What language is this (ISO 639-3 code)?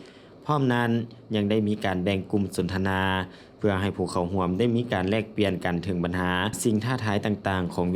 lao